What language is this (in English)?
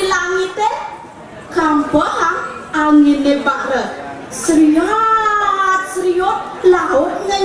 Balinese